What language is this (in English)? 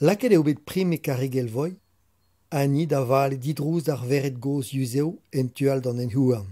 Breton